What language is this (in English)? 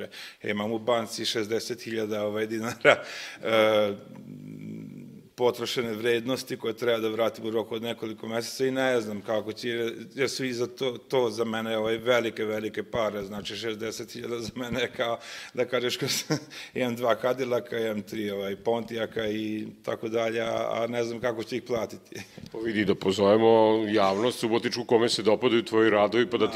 Serbian